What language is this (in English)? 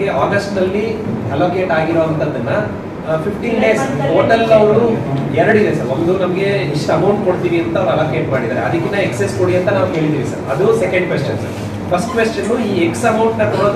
Kannada